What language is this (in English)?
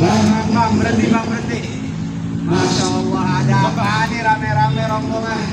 Betawi